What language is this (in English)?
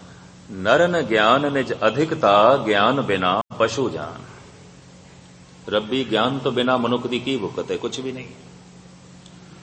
Punjabi